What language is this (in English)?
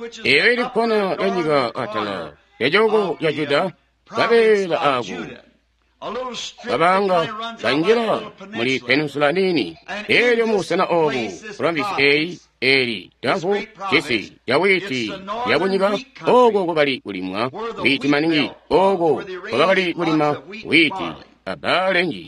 Tonga (Zambia)